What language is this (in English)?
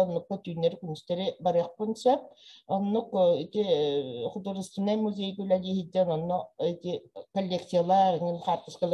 Yakut